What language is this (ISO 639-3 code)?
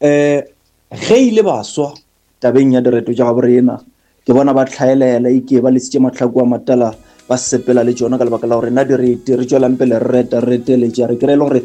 nso